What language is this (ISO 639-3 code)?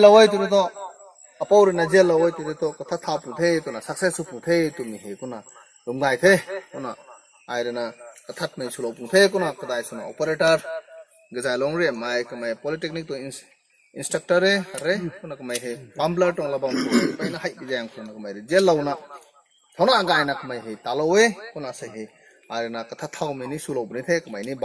nbu